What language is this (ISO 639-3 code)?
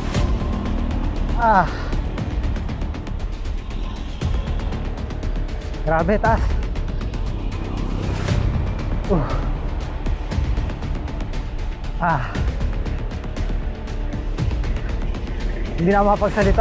fil